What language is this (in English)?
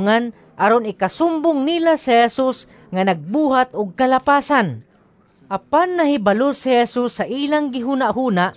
Cebuano